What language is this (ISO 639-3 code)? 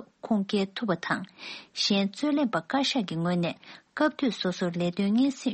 bod